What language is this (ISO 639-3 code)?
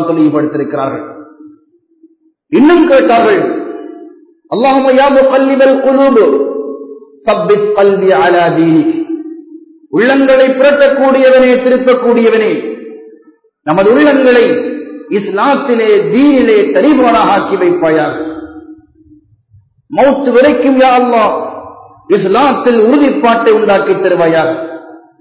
tam